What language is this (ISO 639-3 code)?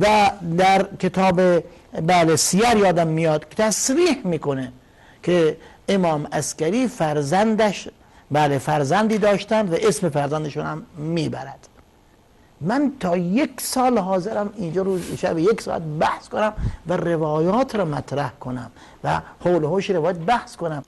fas